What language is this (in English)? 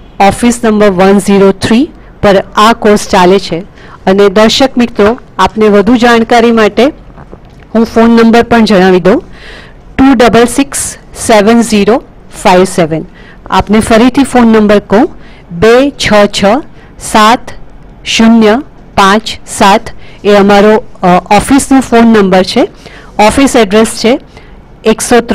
Gujarati